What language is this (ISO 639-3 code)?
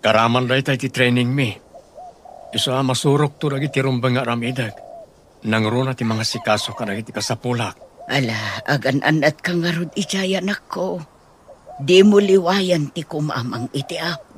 ilo